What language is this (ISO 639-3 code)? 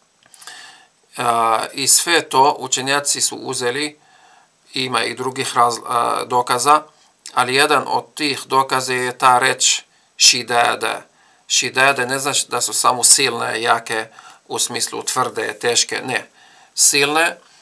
bos